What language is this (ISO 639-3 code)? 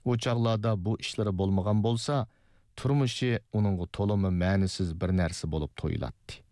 uig